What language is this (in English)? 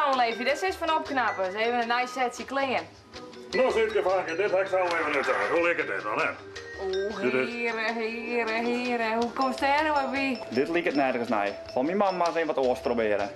Western Frisian